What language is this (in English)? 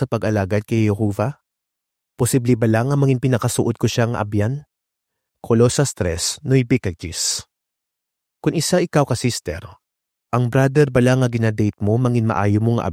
Hiligaynon